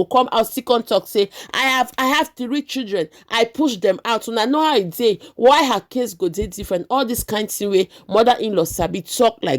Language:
Nigerian Pidgin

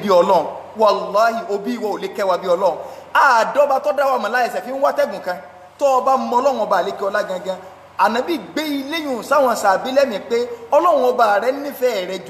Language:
Yoruba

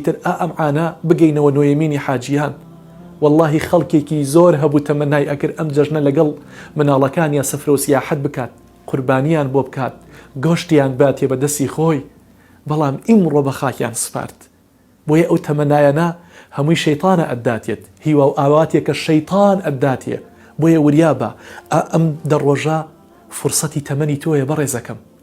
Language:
Central Kurdish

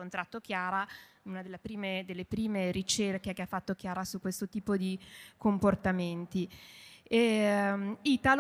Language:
Italian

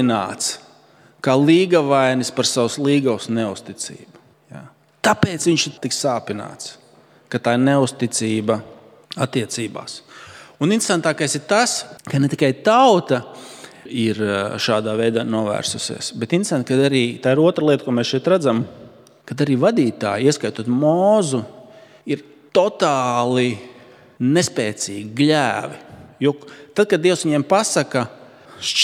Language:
Latvian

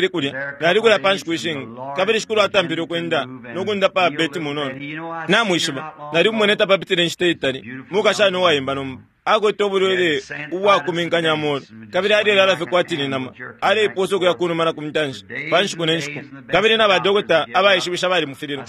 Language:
Bemba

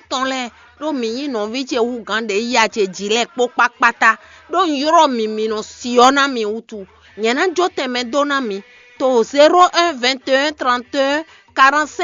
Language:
Fon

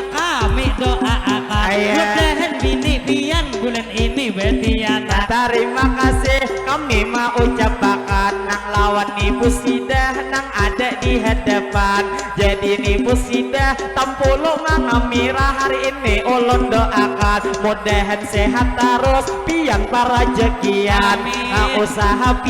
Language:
Banjar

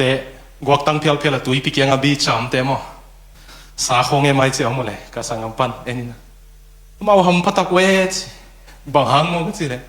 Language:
Tedim Chin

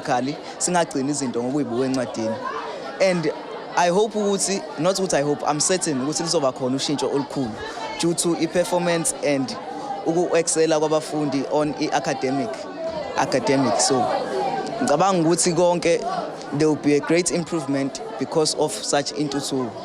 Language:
Zulu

